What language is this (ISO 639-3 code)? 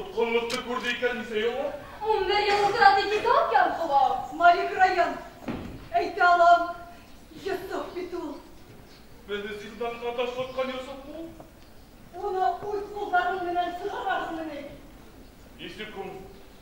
bak